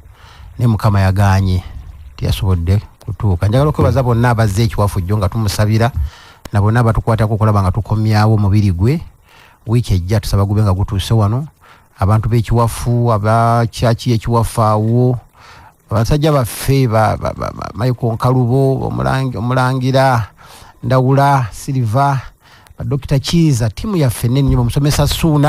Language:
Ganda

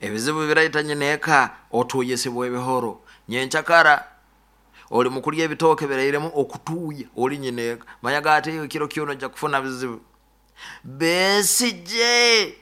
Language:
Nyoro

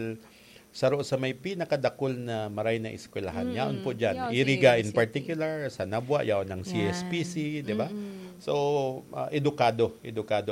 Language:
Bikol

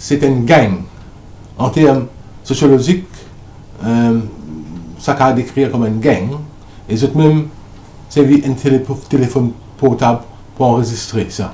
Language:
Morisyen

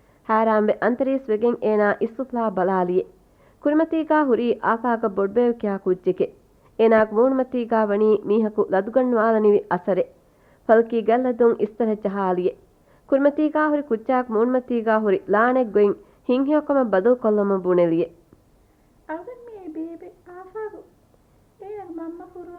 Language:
Divehi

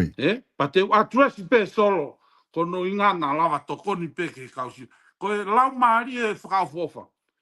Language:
Tongan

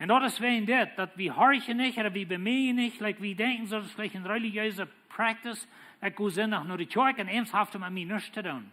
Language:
Plautdietsch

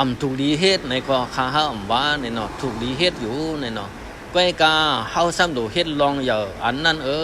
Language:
Shan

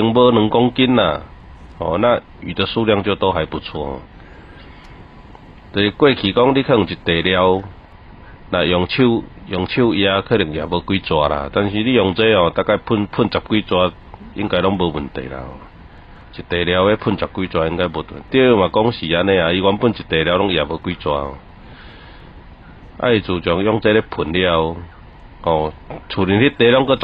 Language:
Min Nan Chinese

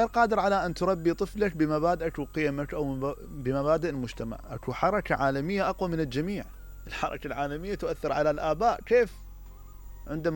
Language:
Mesopotamian Arabic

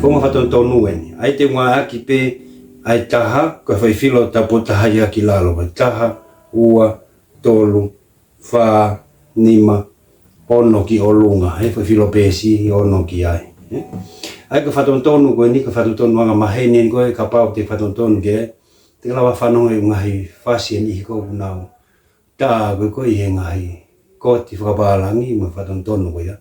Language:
Tongan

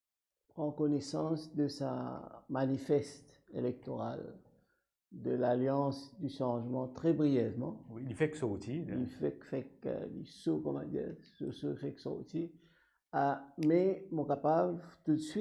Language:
Morisyen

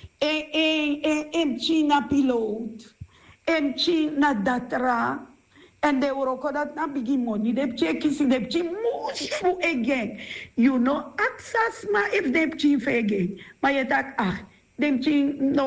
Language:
Sranan Tongo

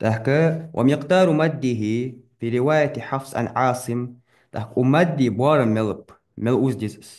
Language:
Ingush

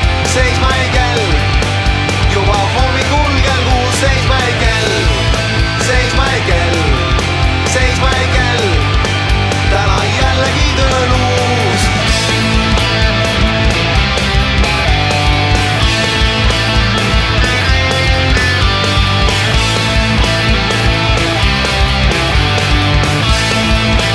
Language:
Estonian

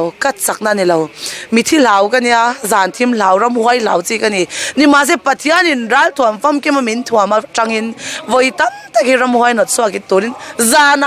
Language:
Mizo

